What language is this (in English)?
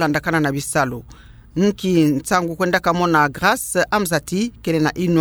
Kituba (Democratic Republic of Congo)